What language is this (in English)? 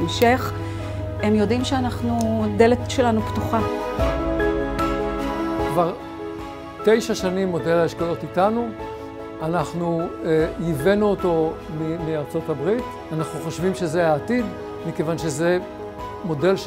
Hebrew